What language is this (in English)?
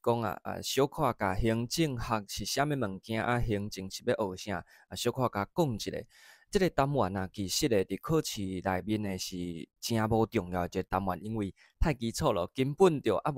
Min Nan Chinese